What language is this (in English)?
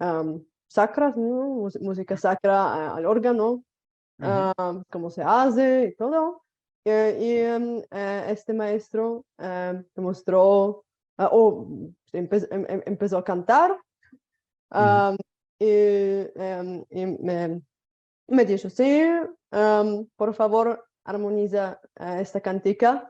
Ladino